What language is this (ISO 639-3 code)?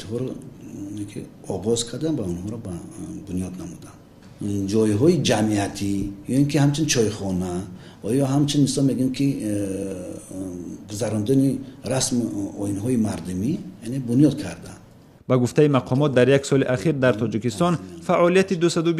tgk